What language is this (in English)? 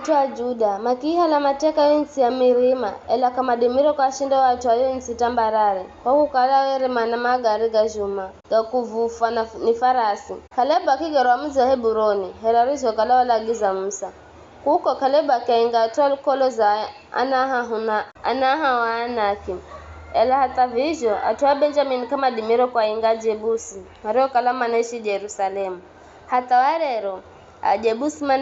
Giryama